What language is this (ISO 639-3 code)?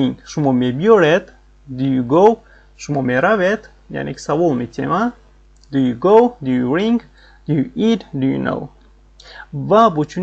tgk